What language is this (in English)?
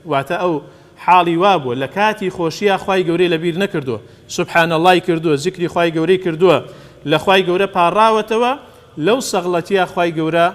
Central Kurdish